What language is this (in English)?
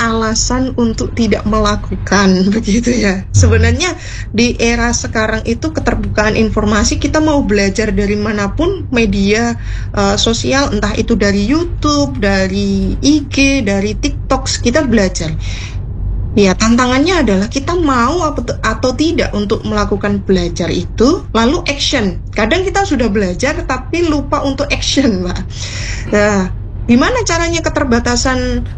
Indonesian